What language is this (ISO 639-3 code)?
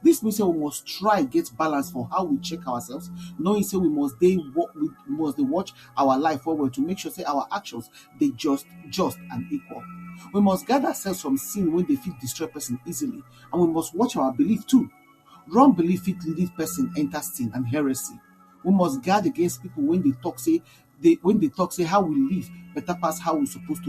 pcm